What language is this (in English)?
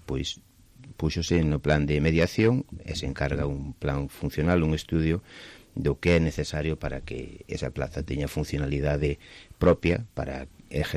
Galician